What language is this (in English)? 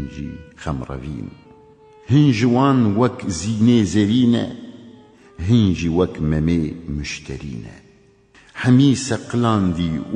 Kurdish